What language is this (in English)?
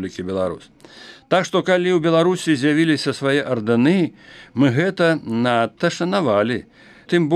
Belarusian